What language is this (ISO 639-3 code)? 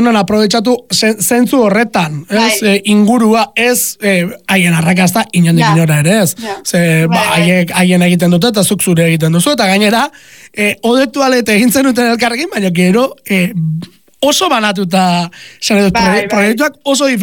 eus